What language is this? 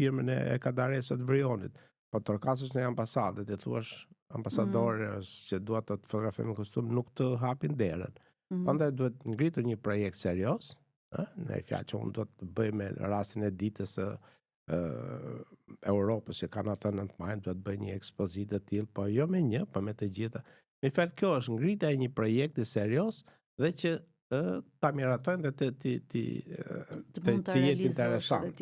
Albanian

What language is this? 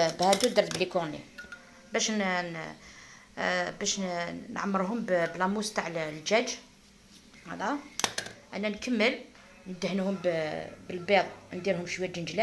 Algerian Arabic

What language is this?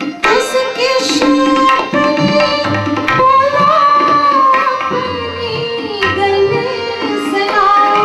Dogri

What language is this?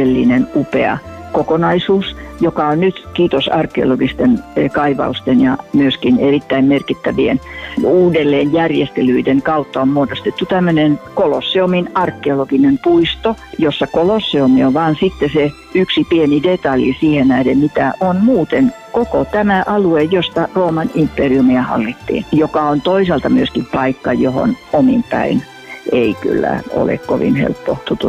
Finnish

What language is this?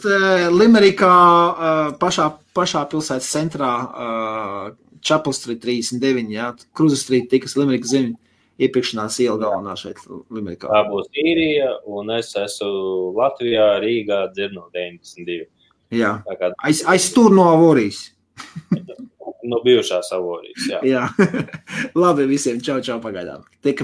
Latvian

